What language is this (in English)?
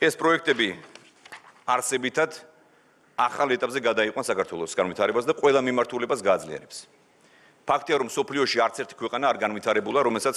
Georgian